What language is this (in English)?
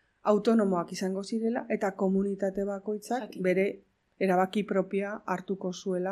Basque